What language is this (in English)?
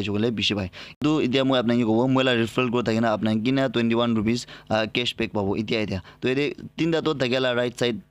Naga Pidgin